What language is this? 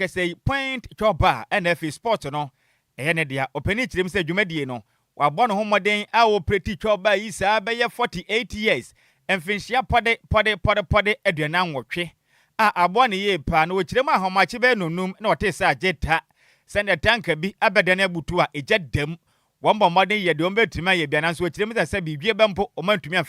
Akan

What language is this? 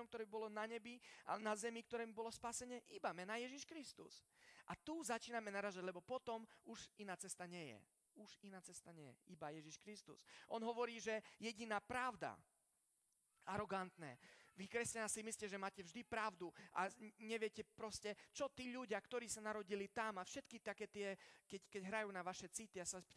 Slovak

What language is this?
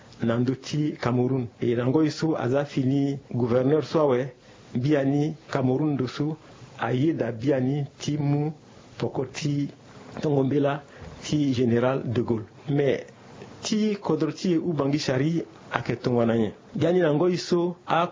Sango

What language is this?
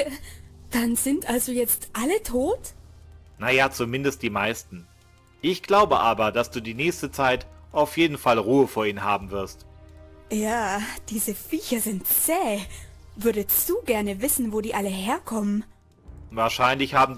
German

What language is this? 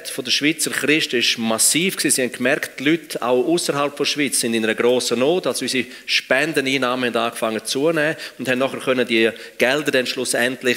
Swiss German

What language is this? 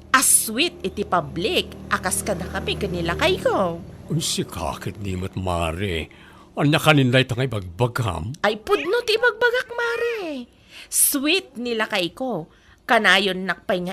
Iloko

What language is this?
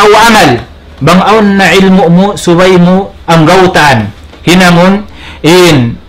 Tausug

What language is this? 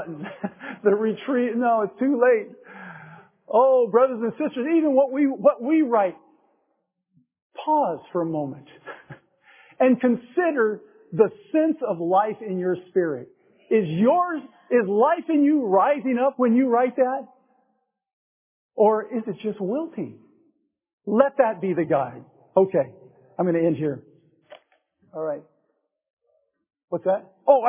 English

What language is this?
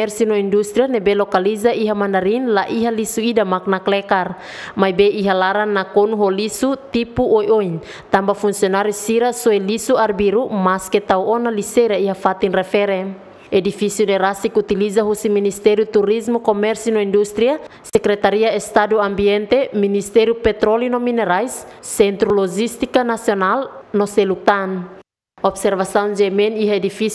Tetum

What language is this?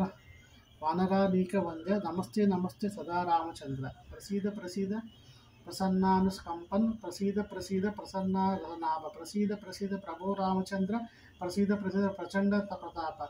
Sanskrit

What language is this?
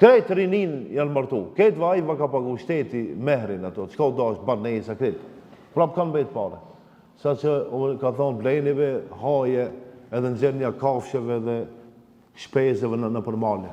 Albanian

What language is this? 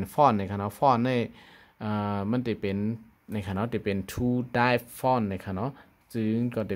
Shan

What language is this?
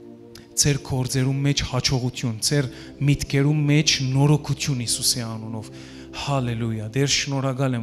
Western Armenian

